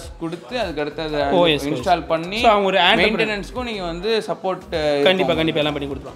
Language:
Tamil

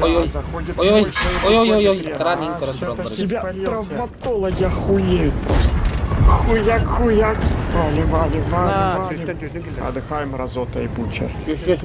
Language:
Yakut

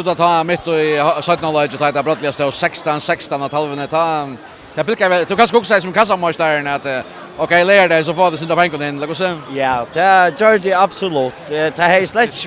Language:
Faroese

